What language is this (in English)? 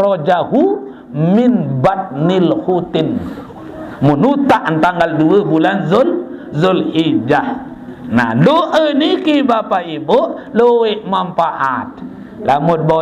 Sasak